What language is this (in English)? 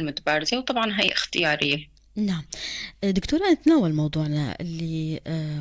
North Levantine Arabic